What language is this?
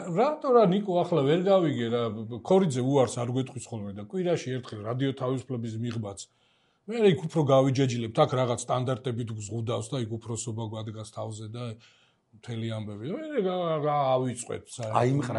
Georgian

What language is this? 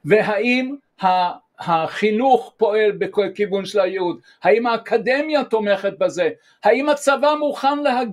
Hebrew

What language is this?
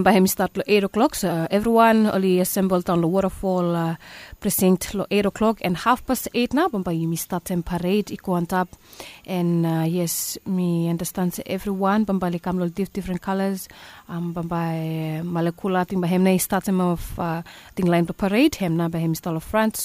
Bislama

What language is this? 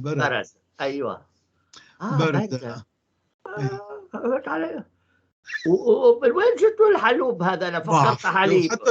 North Levantine Arabic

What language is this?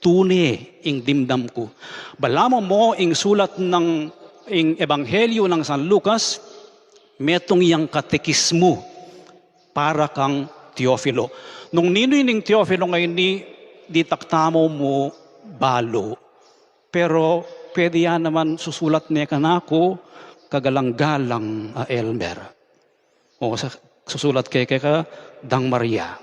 Pampanga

